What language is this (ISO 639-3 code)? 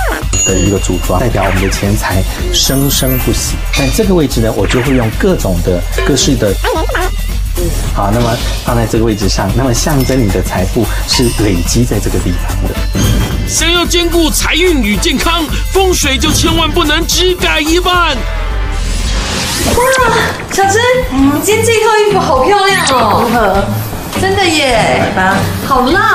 zho